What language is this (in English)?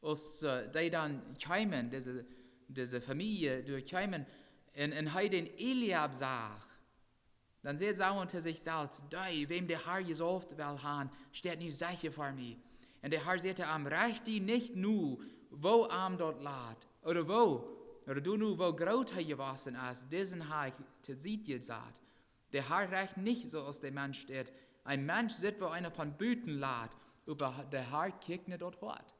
Plautdietsch